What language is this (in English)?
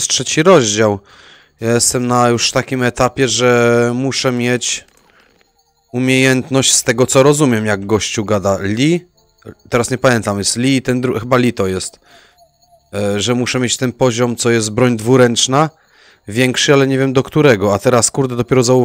Polish